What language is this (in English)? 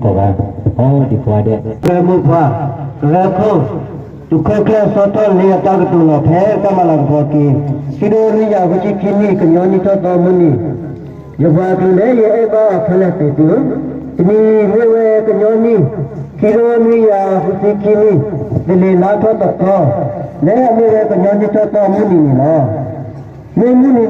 S'gaw Karen